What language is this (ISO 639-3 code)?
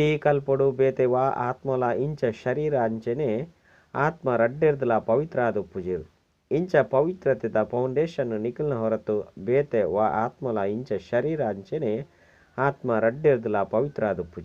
tcy